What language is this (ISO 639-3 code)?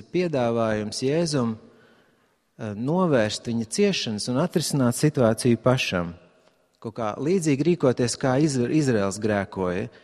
lav